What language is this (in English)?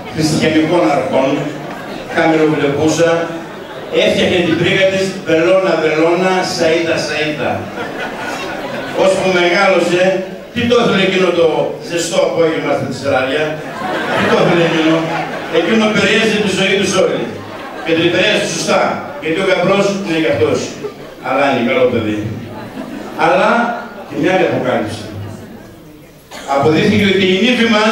Greek